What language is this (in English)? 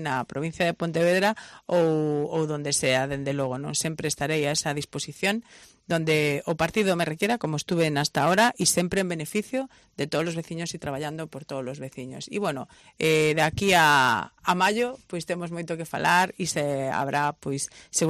Galician